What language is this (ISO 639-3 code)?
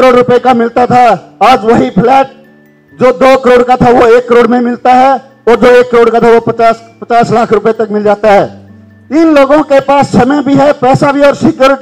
hin